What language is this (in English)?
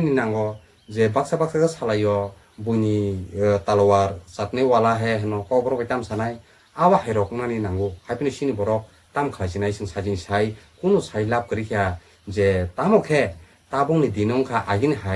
Kok Borok